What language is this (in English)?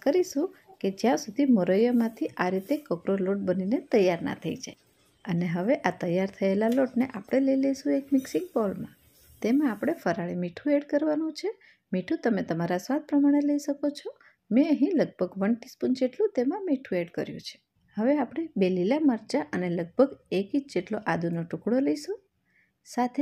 Gujarati